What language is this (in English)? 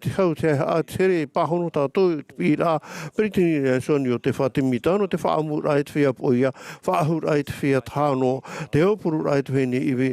Tahitian